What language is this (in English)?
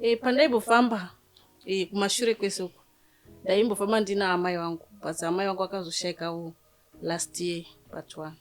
Shona